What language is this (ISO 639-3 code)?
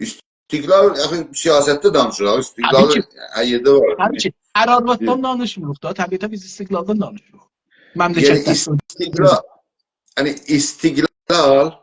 azb